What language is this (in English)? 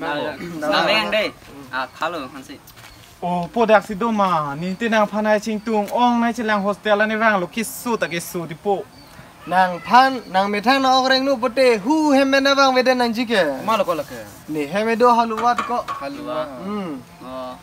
Karbi